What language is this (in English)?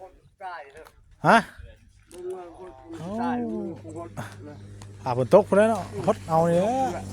Northeastern Thai